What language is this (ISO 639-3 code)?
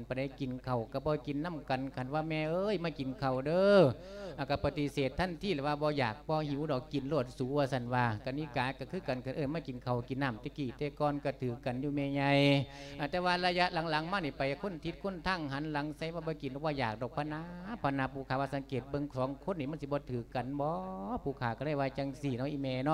lao